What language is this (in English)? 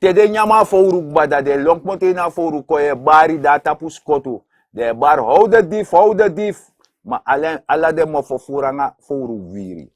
Sranan Tongo